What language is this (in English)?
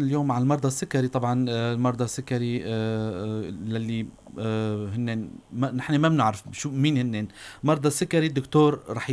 North Levantine Arabic